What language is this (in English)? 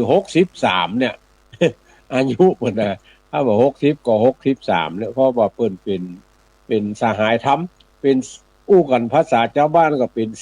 Northern Thai